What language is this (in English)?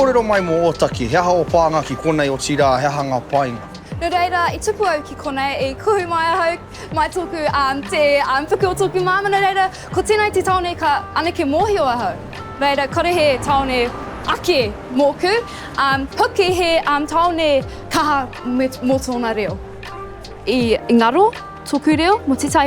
Māori